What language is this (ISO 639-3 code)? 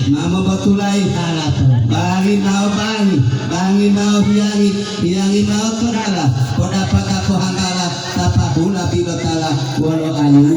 gor